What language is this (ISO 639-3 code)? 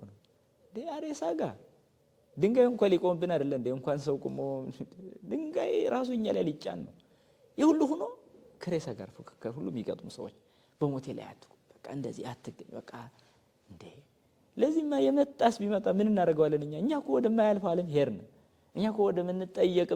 amh